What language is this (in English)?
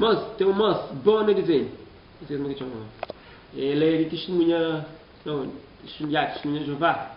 Kabuverdianu